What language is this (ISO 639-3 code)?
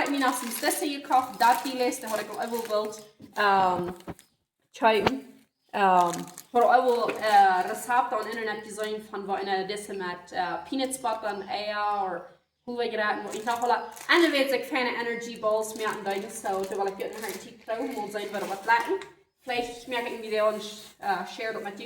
pdt